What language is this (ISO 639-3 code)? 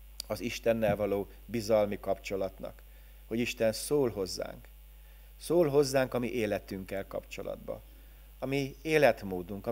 hun